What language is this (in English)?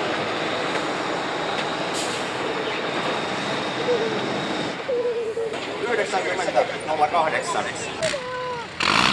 Finnish